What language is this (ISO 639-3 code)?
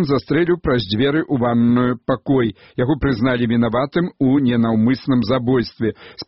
bel